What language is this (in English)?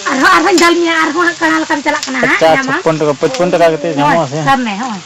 Santali